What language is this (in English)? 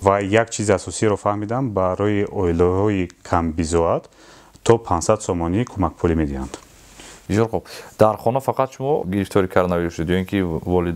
Tajik